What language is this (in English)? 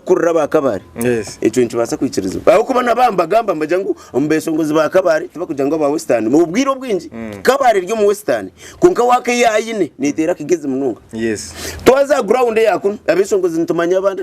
Nyankole